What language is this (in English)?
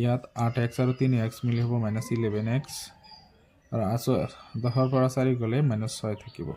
Assamese